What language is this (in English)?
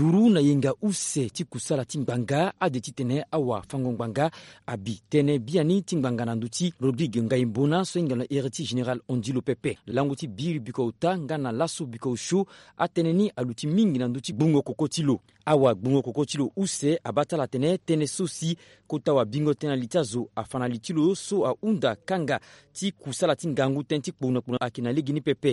Sango